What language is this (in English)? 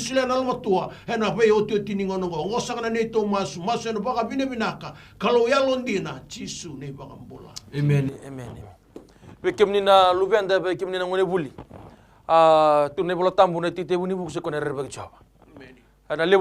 Fijian